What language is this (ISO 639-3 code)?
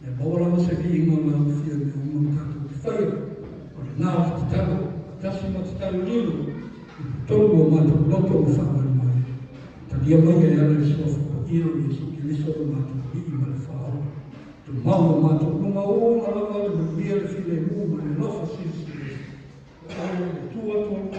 smo